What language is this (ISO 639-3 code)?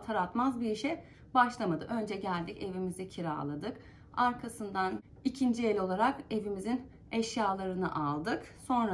tur